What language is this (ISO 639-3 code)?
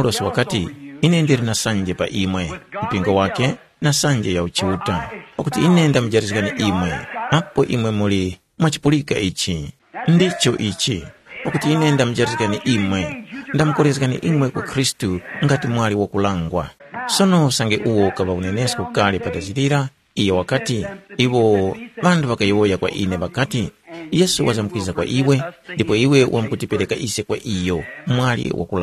tum